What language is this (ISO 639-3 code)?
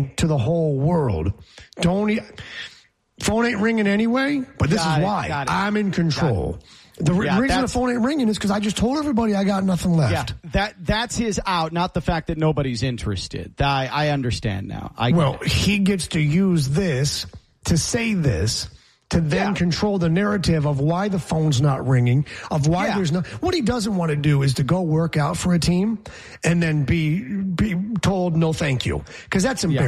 eng